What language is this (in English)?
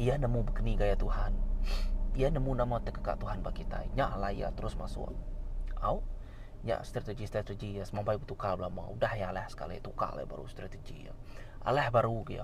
Iban